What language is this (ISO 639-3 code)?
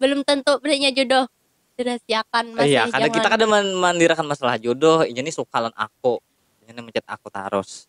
bjn